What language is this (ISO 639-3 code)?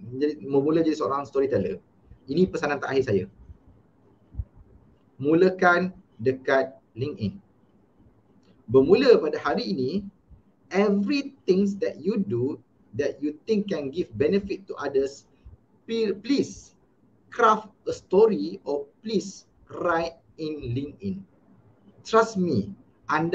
msa